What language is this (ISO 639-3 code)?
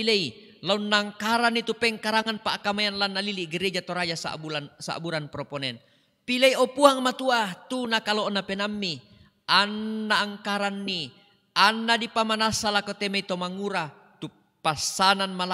sda